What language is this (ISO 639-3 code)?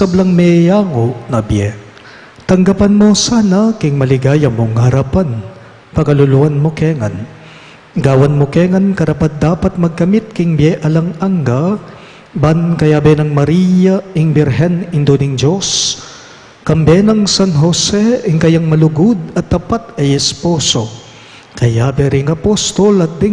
pam